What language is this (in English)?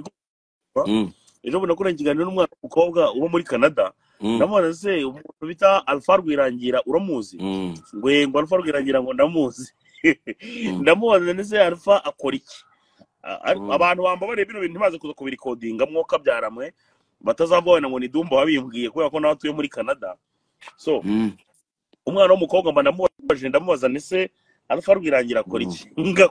Kinyarwanda